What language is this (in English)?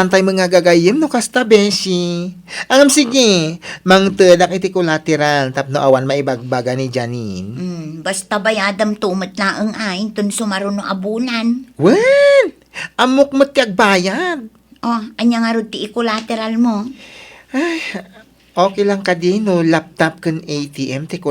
Iloko